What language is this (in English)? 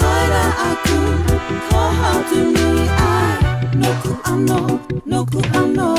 Māori